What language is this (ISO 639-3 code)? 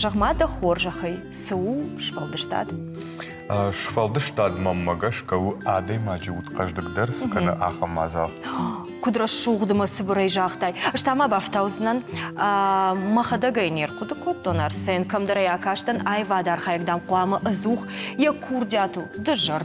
oss